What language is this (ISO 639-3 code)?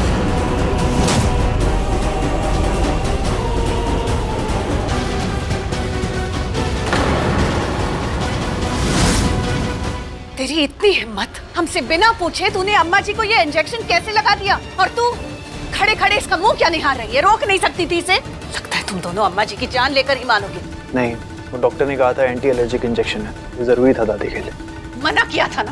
hin